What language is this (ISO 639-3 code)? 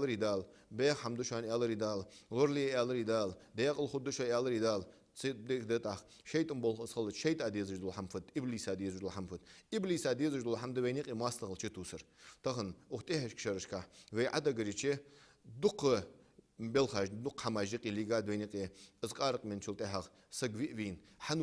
inh